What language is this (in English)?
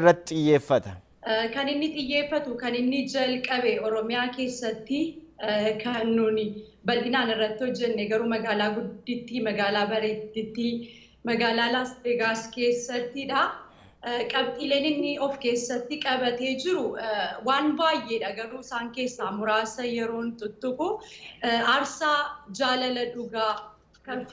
Oromo